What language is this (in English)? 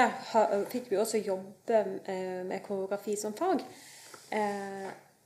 Norwegian